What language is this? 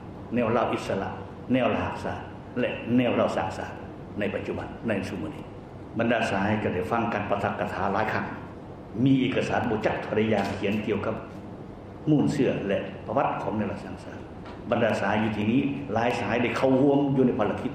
Lao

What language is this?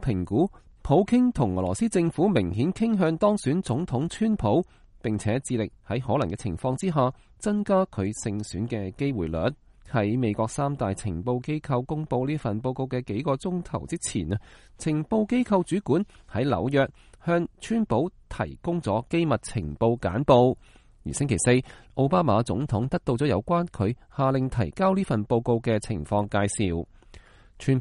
Cantonese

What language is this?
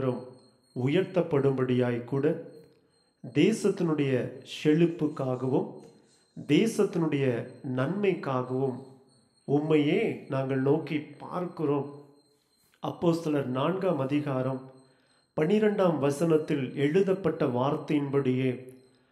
Tamil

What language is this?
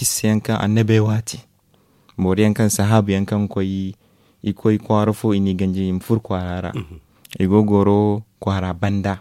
Zarma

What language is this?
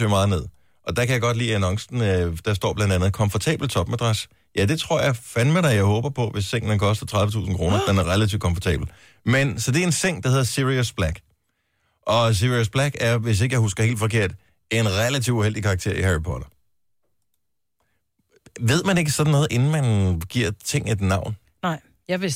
Danish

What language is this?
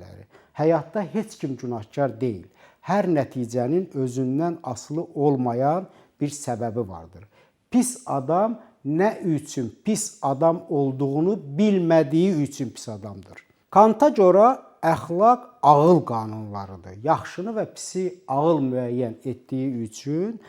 Azerbaijani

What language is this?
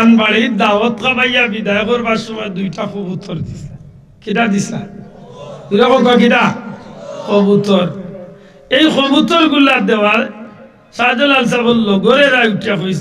Sylheti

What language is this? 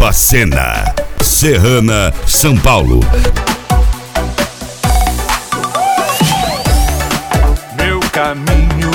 Portuguese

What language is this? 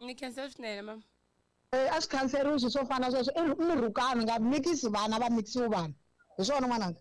Tsonga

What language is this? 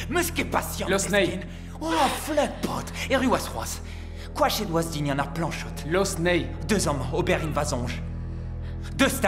Breton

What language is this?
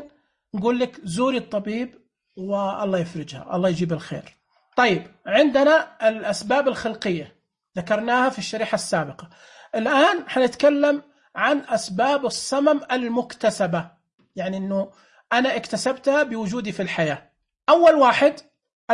Najdi Arabic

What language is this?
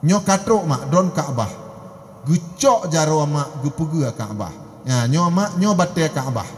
Achinese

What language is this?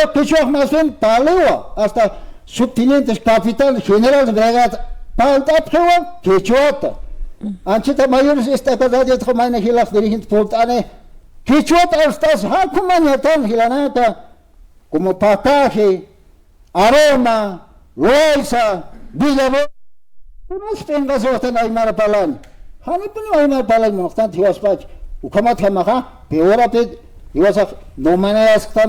Aymara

